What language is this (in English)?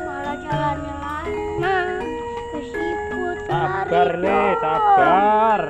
Betawi